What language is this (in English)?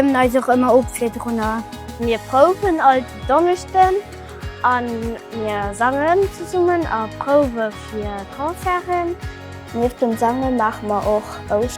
Luxembourgish